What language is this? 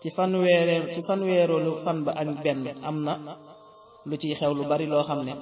Wolof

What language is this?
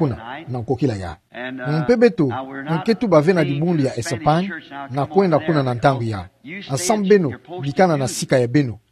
Kituba (Democratic Republic of Congo)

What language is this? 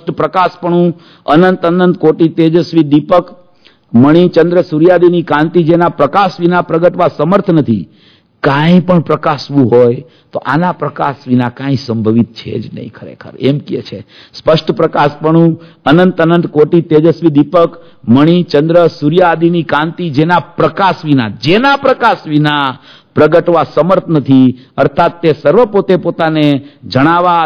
Gujarati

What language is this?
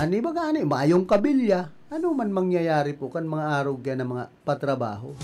Bikol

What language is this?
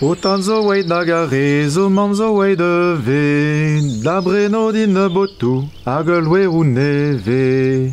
Breton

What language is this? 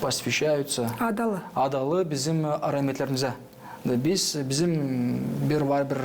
Gagauz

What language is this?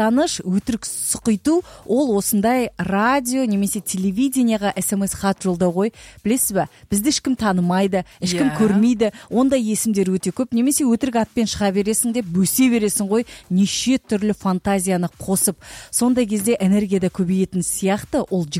Kazakh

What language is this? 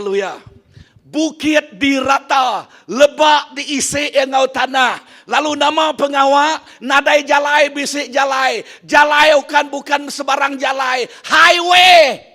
Iban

